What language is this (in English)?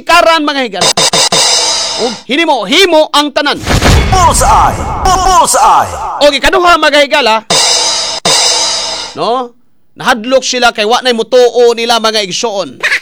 Cebuano